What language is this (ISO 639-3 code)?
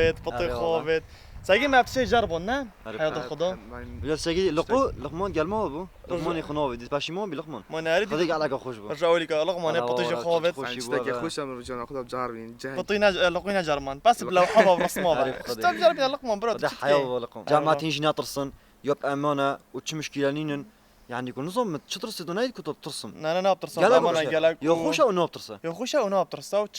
kur